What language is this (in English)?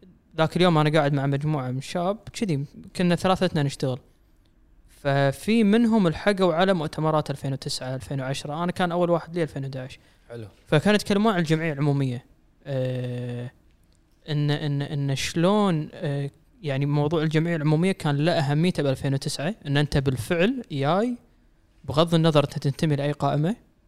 Gulf Arabic